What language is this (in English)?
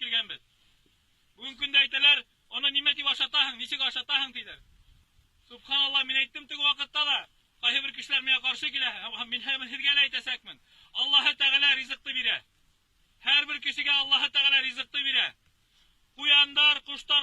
Bashkir